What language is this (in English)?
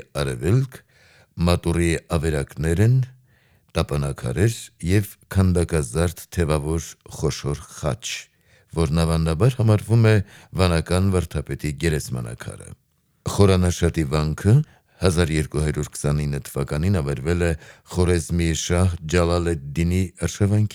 Armenian